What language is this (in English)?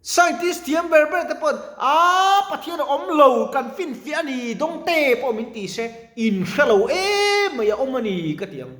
Mizo